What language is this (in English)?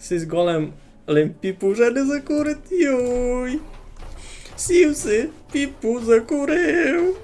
Rusyn